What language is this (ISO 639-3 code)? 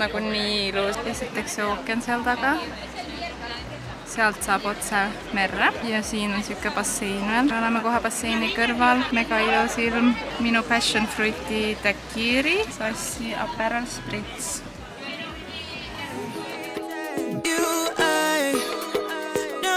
est